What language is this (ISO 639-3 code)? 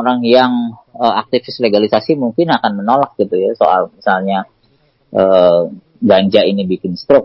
ind